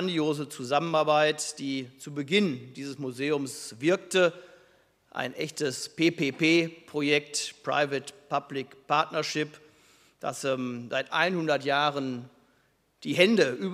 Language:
German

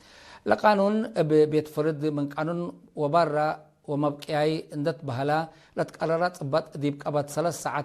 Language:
Tigre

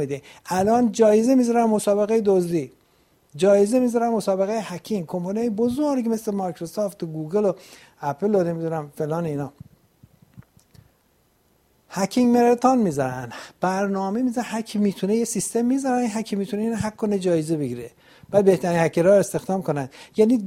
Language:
Persian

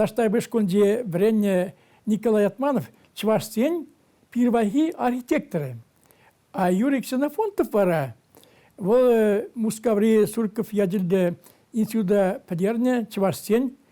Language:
Chuvash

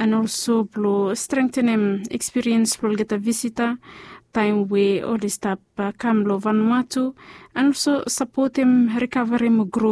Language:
Bislama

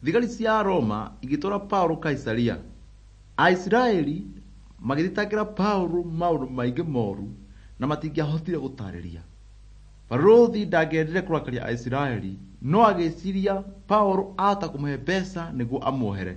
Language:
Kikuyu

